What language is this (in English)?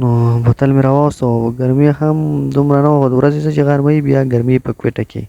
Pashto